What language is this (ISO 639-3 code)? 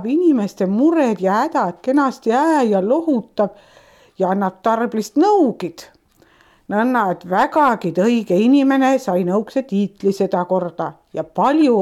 est